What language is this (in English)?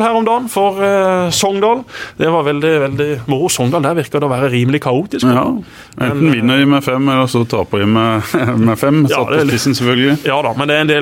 Norwegian